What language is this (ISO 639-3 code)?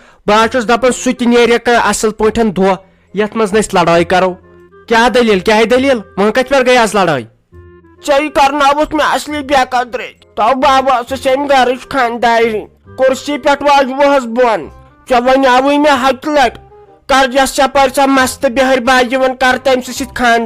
kas